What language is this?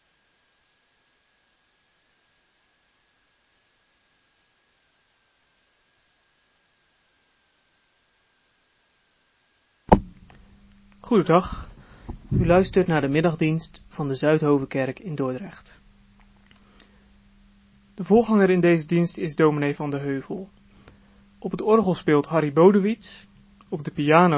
Dutch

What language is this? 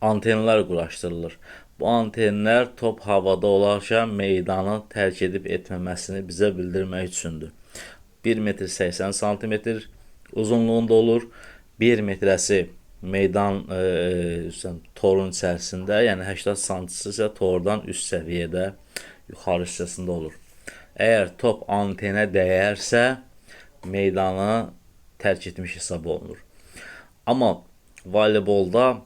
Azerbaijani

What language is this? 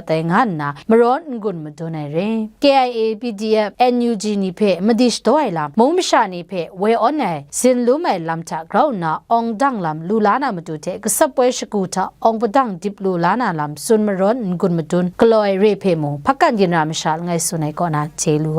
Kachin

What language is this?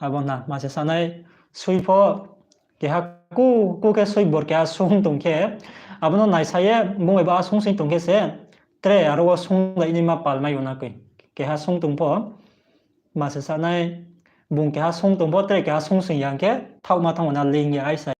Riang (India)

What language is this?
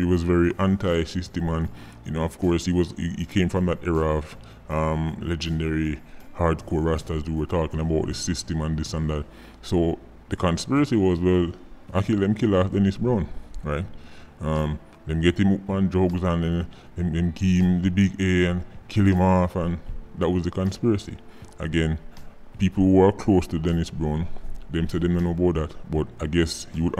Jamaican Creole English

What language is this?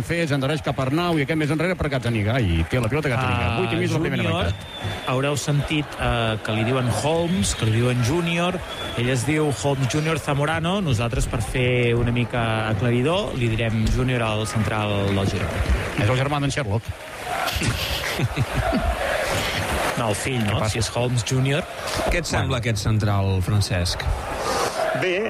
Catalan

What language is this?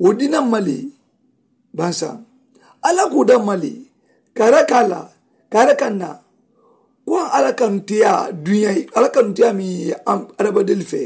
Mandingo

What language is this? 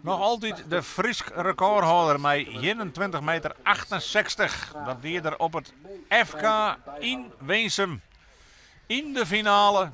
Western Frisian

